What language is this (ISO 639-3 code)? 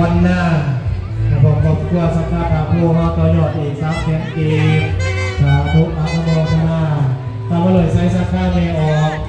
lao